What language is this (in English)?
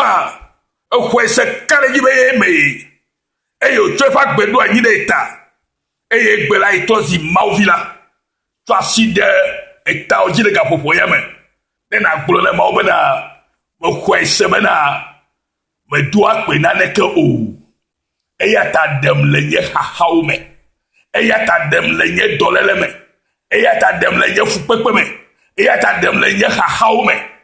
Ewe